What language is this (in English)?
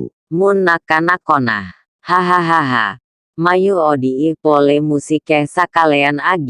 Madurese